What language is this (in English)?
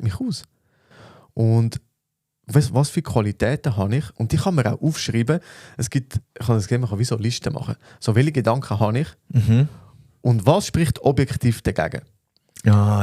Swiss German